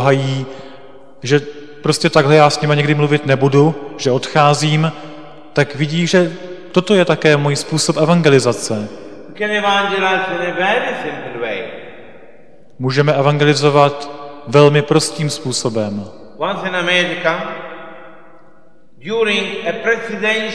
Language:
Czech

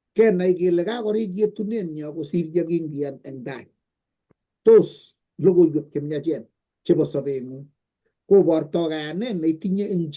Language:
Kalenjin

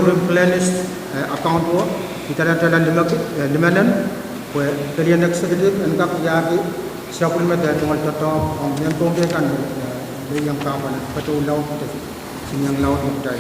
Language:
Pohnpeian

